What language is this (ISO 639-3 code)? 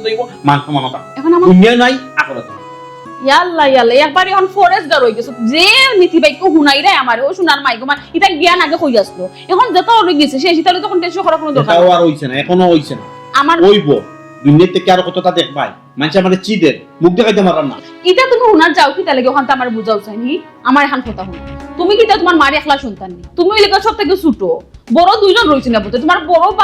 syl